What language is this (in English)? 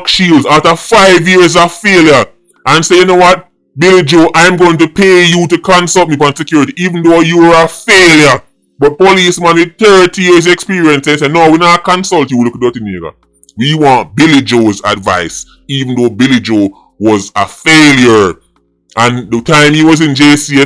Jamaican Creole English